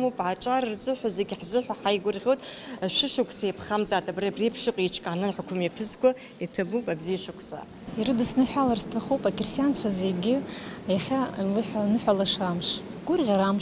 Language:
Abkhazian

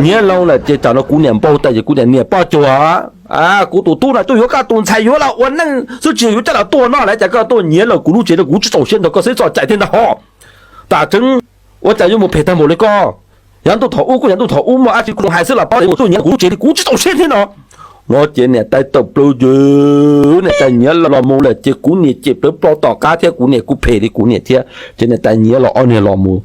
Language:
Hmong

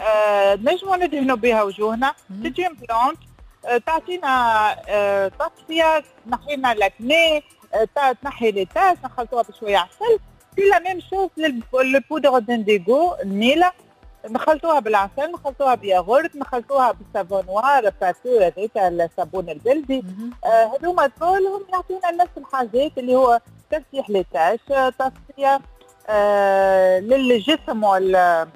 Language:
Tunisian Arabic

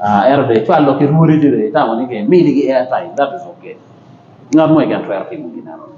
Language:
Acoli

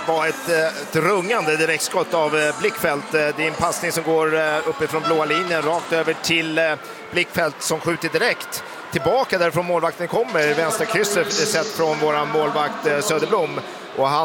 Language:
Swedish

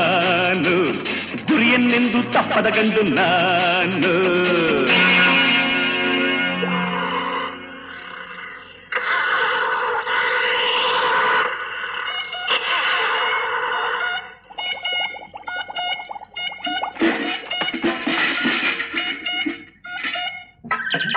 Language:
Kannada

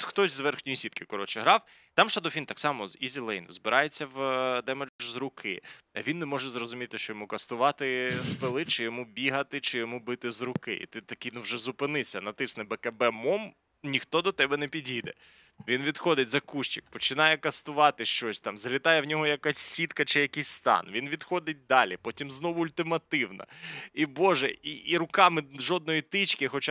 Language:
Ukrainian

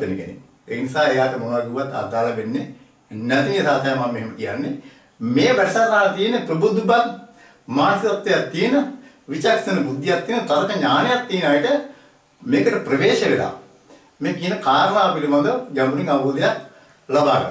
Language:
Sinhala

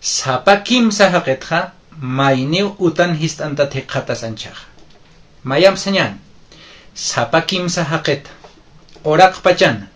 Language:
Aymara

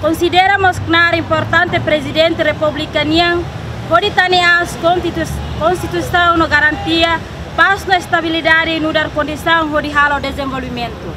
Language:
Tetum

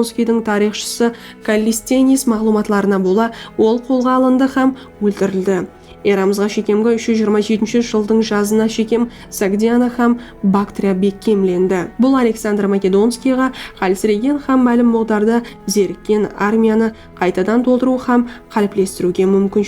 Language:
Kara-Kalpak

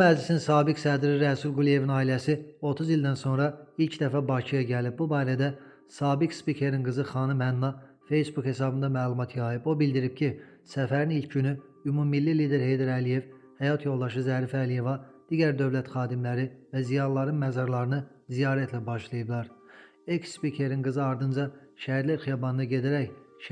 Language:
Azerbaijani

